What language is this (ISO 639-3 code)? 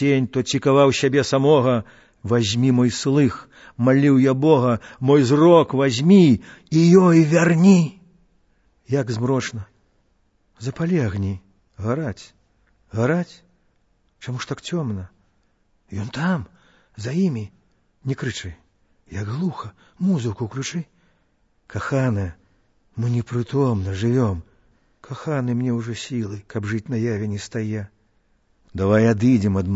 bel